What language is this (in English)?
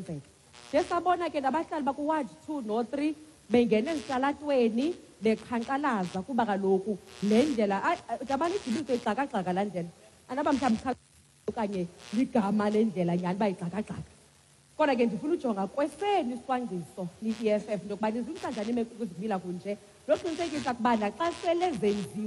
Xhosa